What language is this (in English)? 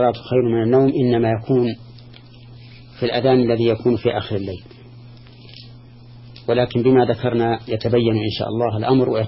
Arabic